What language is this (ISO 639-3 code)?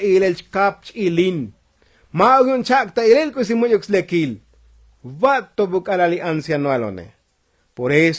tzo